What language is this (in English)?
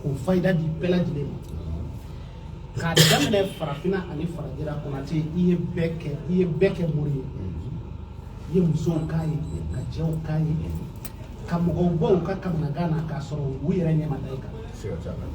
Bambara